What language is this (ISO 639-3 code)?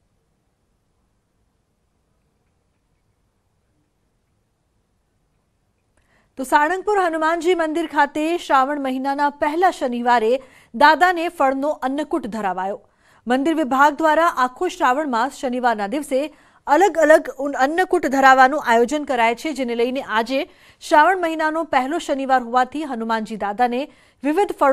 guj